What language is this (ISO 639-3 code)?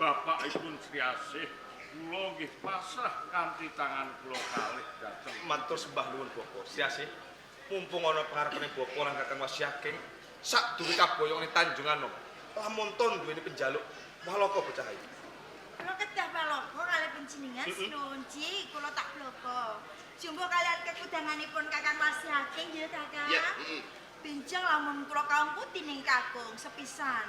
jav